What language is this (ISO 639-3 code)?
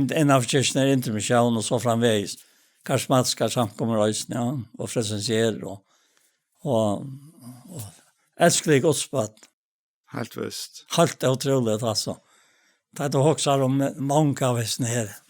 fao